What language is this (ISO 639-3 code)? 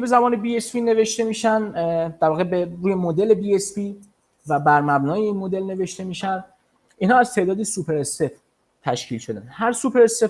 fas